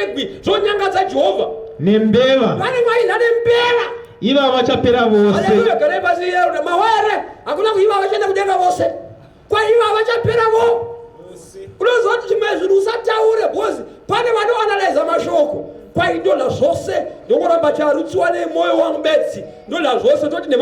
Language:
Shona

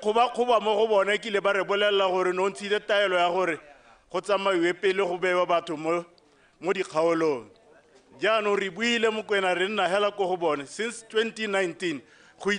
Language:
Tswana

